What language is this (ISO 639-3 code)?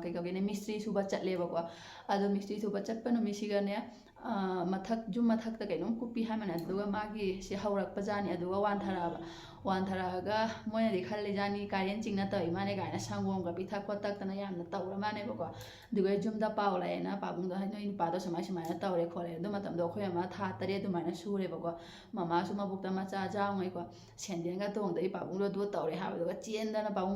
mni